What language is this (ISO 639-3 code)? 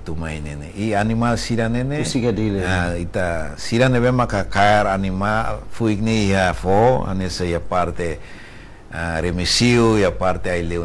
tet